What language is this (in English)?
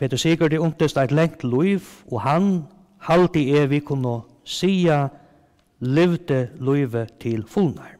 Faroese